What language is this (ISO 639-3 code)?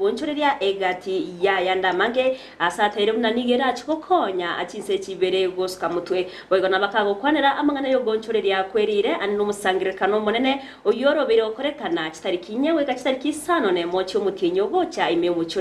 guz